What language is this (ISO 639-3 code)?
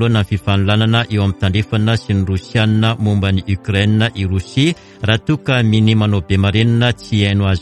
mlg